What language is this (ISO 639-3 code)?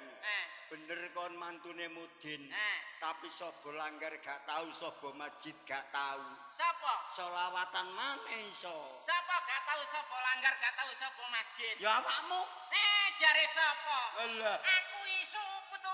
jav